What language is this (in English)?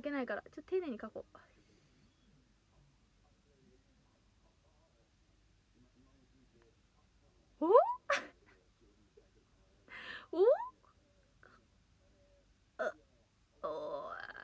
Japanese